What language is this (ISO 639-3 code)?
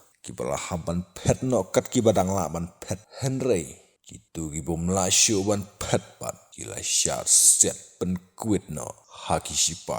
kha